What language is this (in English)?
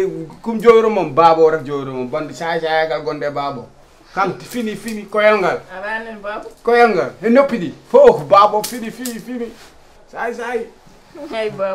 Fula